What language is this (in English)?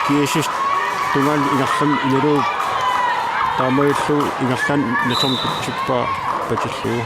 Kalaallisut